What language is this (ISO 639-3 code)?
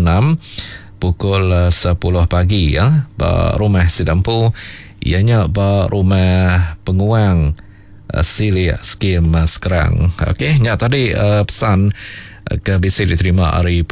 iba